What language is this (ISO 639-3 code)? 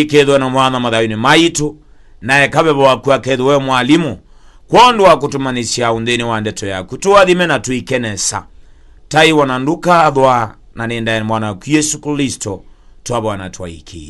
kam